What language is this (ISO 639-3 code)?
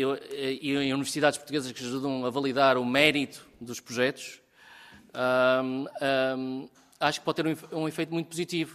por